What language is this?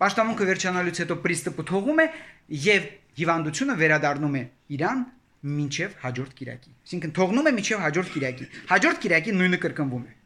Armenian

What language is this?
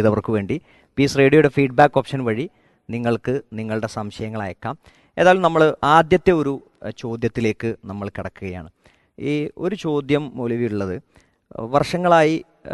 Malayalam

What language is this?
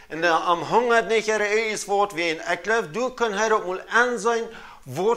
Plautdietsch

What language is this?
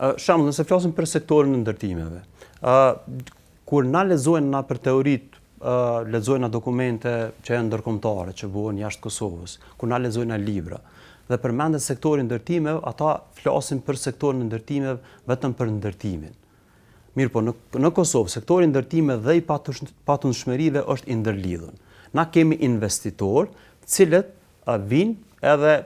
Albanian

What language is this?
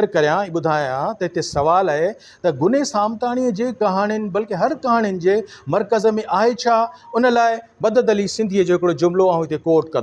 Sindhi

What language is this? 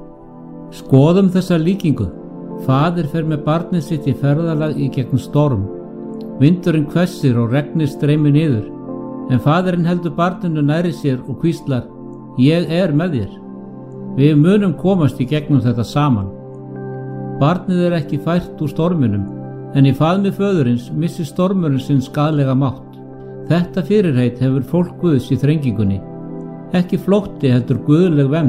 Icelandic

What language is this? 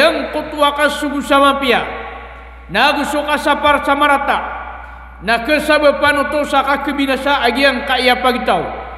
Maranao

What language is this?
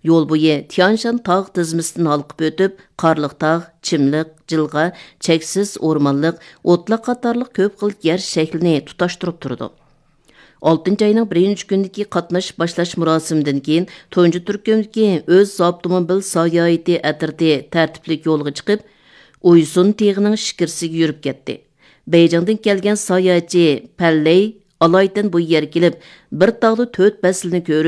Uyghur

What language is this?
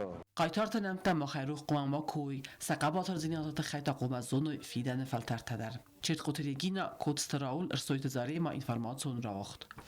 Ossetic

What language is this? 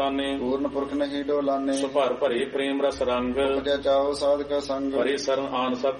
Punjabi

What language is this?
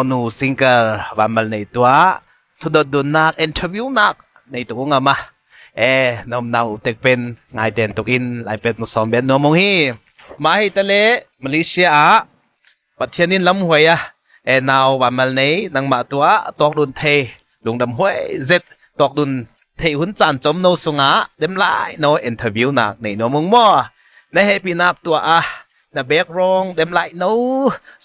Ngawn Chin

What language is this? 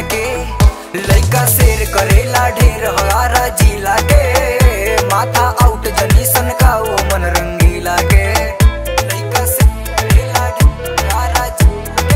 Bhojpuri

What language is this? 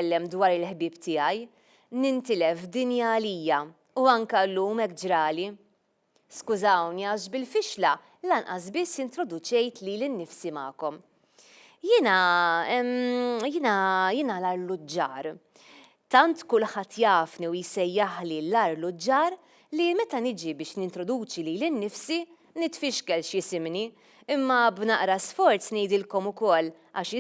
Maltese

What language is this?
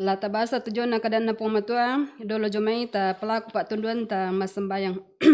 Toraja-Sa'dan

